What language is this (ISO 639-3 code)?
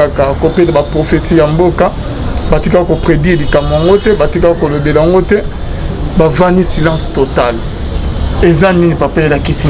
lin